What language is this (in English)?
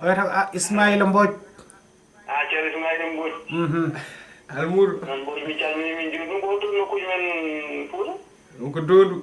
Fula